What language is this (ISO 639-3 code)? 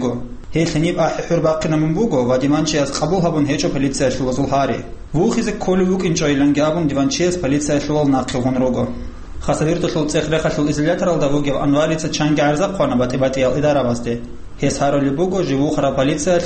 ava